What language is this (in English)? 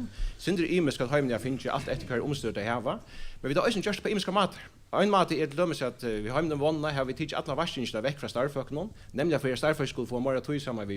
Faroese